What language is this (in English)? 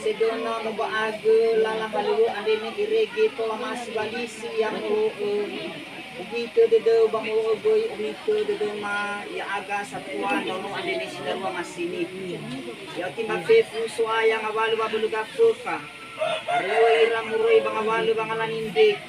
Nias